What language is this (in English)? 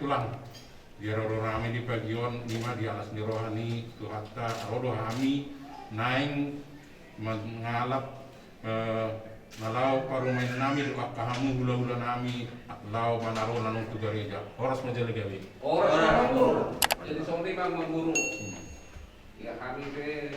Batak Toba